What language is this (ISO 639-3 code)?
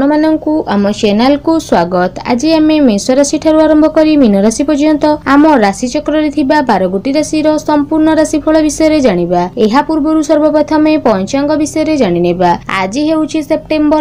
ori